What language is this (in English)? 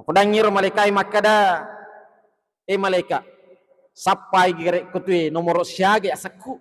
Buginese